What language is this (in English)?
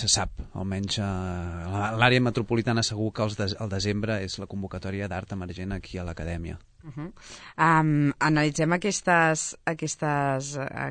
Catalan